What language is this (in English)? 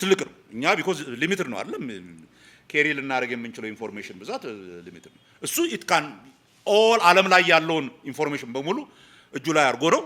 Amharic